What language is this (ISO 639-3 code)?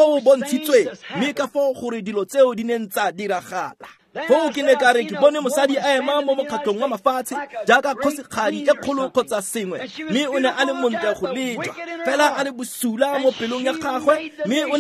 tsn